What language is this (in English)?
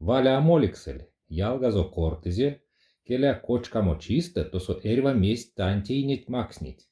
Erzya